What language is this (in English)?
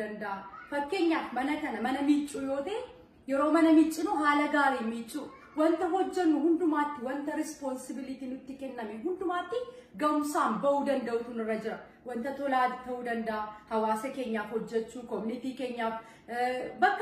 Oromo